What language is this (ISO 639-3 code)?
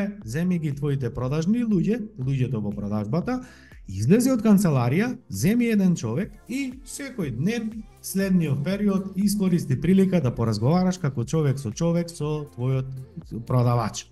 mkd